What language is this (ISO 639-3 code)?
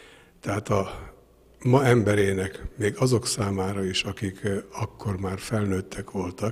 hun